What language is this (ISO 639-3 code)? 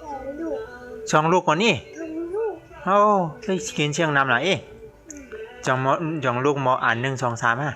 shn